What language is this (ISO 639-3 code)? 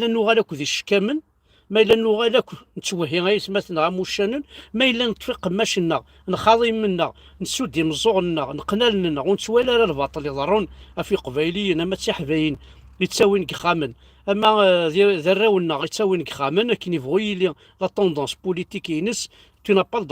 kab